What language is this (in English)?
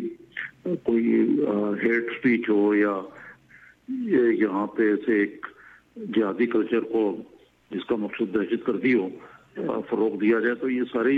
Urdu